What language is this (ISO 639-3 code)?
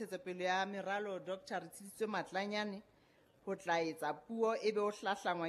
sot